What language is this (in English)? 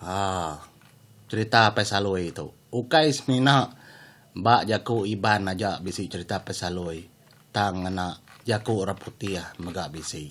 Iban